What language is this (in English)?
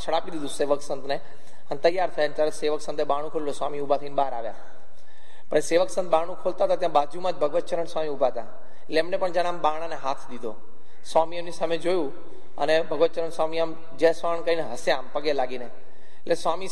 Gujarati